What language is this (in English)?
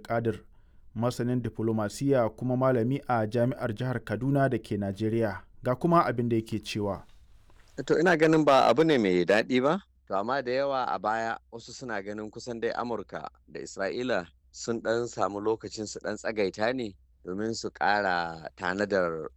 Hausa